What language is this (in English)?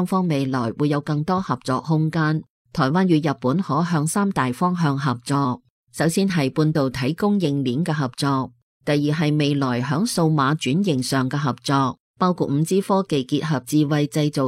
Cantonese